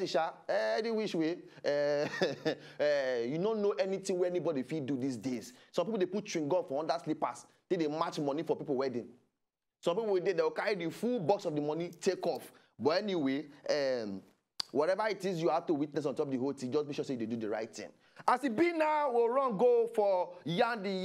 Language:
Nigerian Pidgin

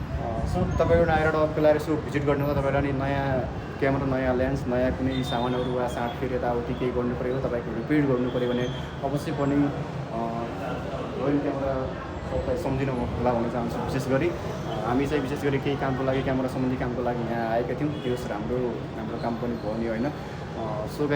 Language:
Nepali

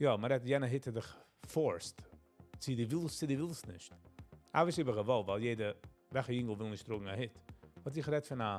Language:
Yiddish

